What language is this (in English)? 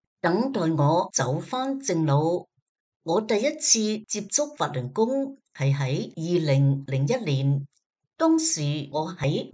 Cantonese